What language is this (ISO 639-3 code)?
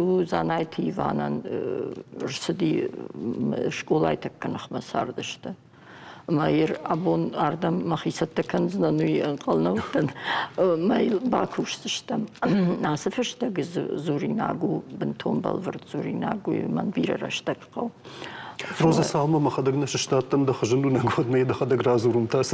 oss